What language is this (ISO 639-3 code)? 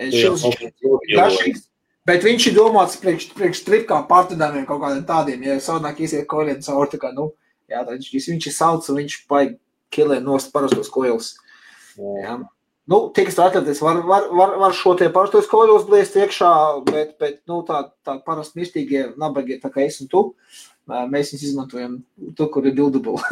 lav